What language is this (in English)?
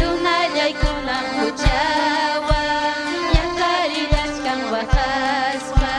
Ayacucho Quechua